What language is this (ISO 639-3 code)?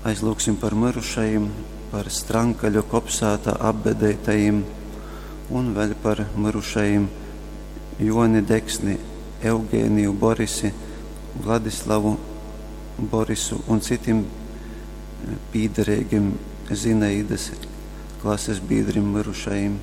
ltg